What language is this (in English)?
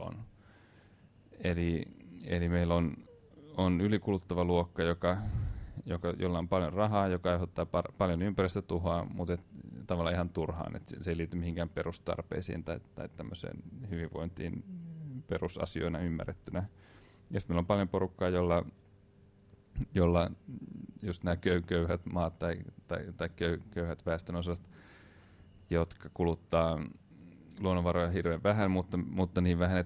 Finnish